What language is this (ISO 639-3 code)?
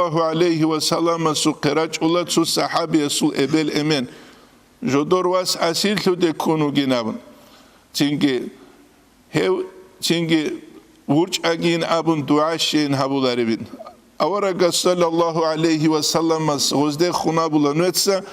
ava